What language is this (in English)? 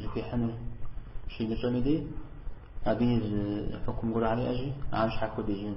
Kabardian